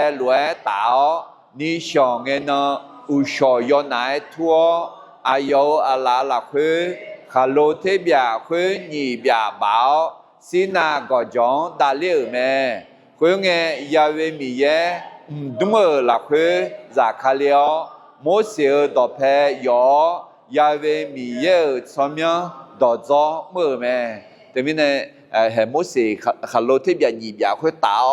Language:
Akha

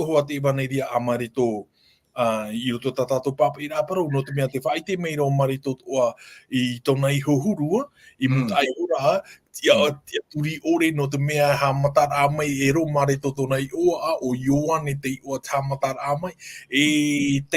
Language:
Tahitian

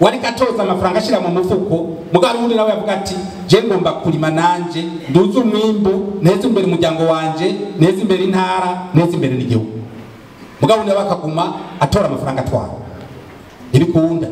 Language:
Rundi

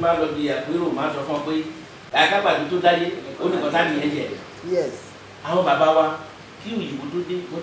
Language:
Yoruba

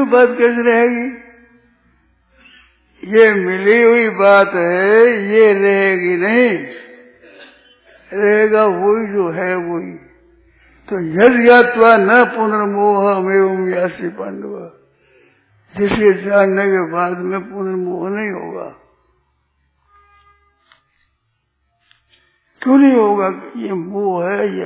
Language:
Hindi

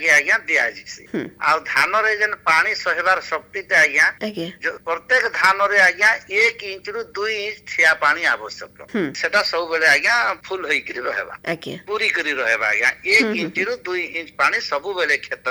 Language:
Odia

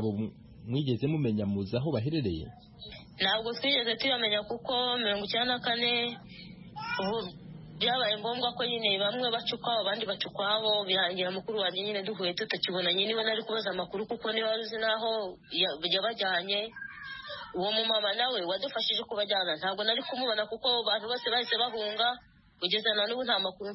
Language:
Kinyarwanda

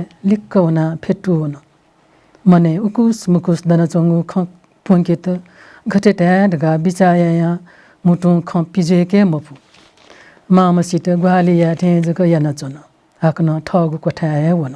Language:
Newari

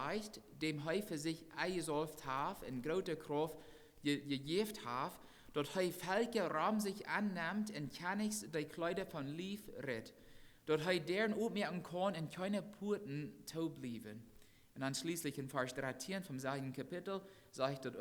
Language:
Plautdietsch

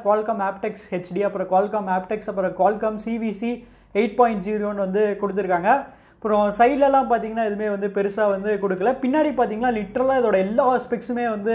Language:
Tamil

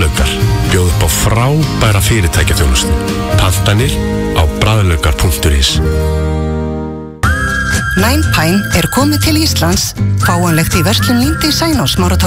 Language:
Icelandic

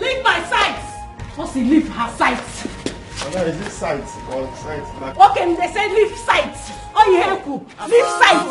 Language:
Nigerian Pidgin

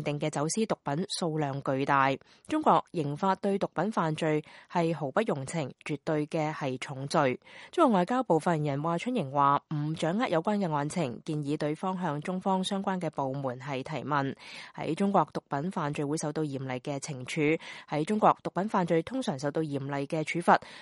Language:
Cantonese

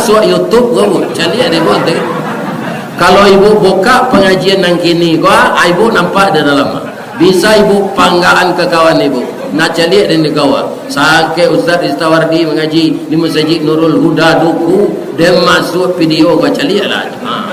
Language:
Minangkabau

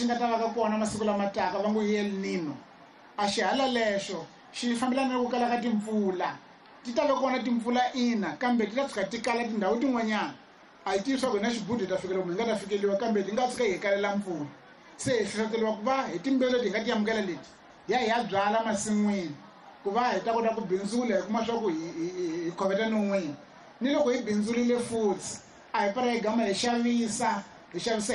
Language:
Tsonga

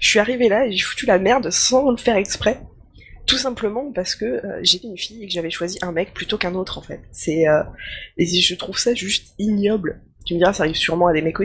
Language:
French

